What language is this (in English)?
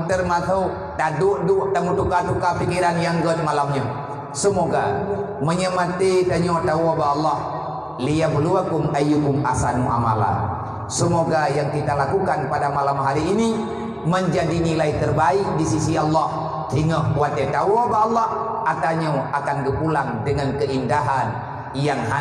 Achinese